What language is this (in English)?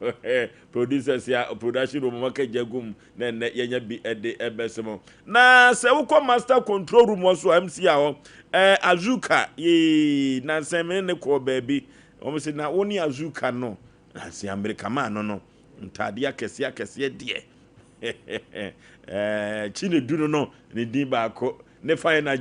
Akan